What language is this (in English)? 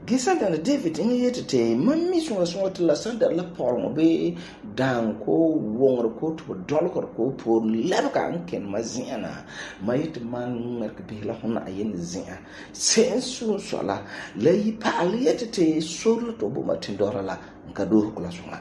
Frafra